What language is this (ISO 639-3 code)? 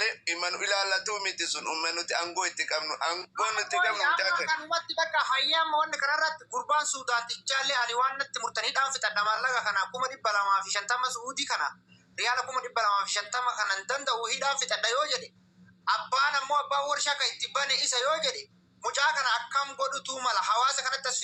orm